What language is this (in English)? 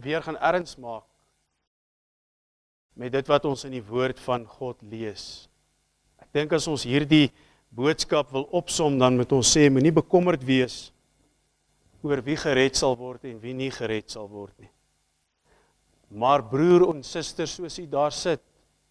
Afrikaans